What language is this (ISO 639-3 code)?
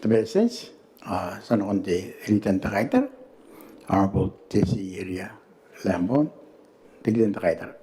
gil